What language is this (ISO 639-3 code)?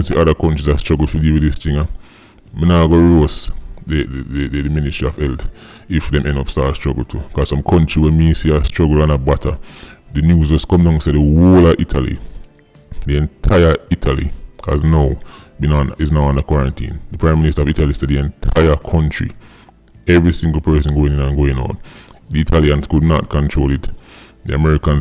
jam